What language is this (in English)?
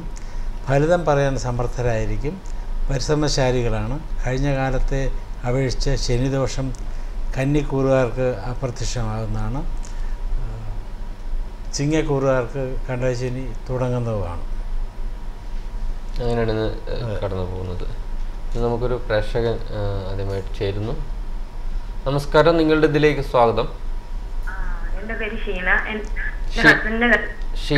Malayalam